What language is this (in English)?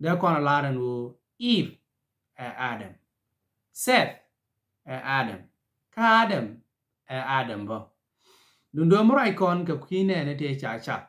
Nuer